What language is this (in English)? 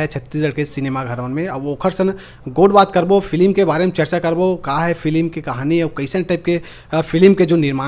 Chhattisgarhi